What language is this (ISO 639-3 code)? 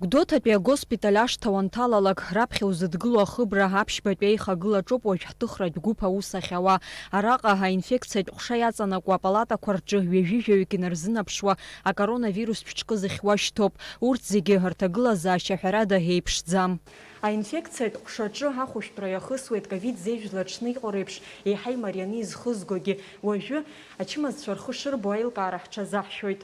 abk